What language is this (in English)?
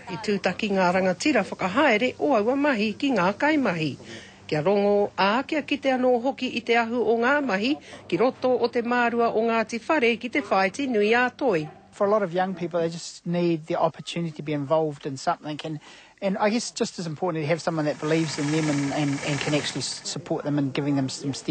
Māori